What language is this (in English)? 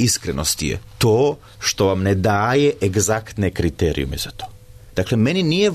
Serbian